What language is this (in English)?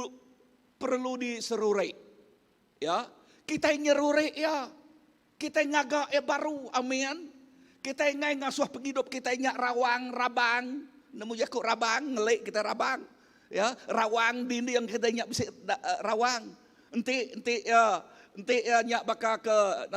Iban